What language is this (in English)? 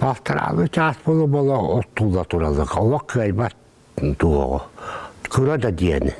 Yakut